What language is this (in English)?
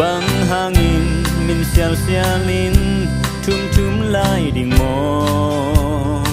Tedim Chin